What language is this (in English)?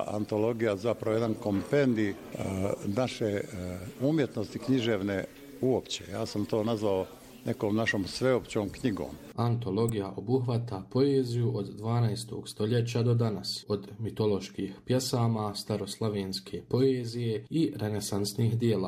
Bosnian